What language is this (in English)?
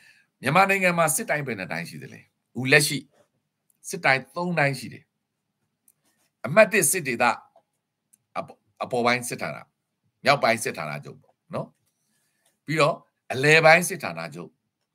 Burmese